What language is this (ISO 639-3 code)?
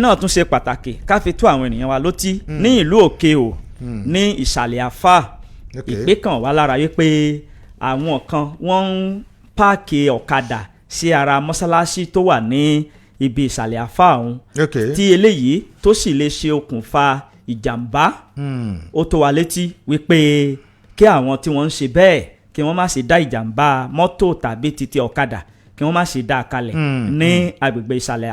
yor